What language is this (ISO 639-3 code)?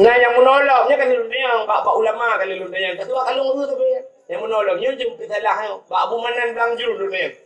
ace